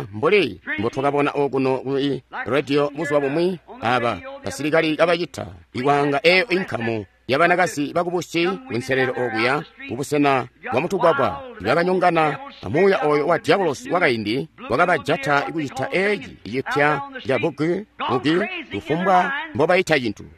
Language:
Tonga (Zambia)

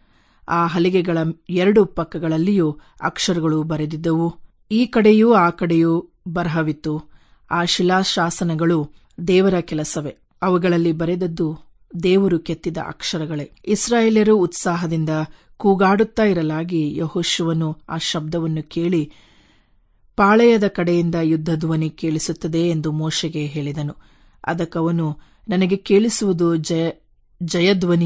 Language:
Kannada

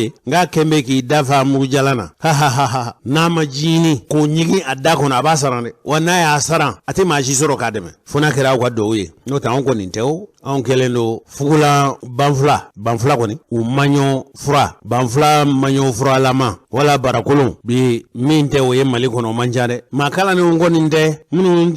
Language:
Bambara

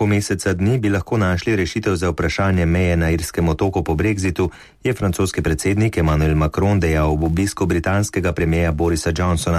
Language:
Slovenian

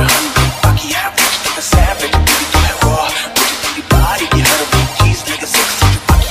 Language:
Hindi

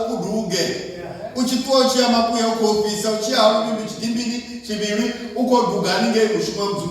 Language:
Venda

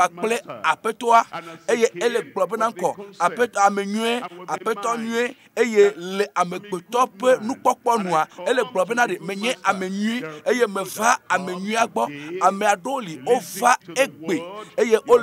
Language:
Ewe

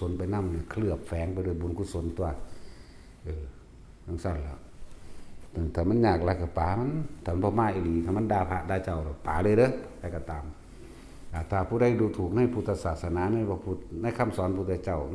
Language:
Northeastern Thai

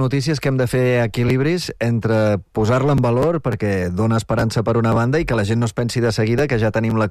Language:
Catalan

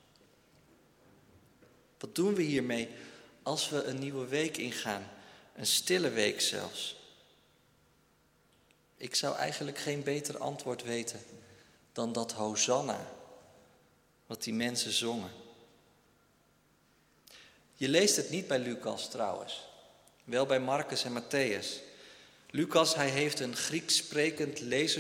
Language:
Dutch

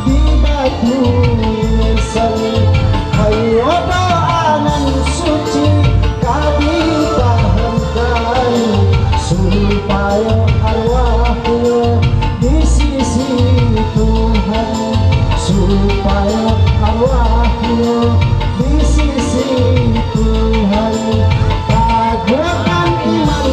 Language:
Minangkabau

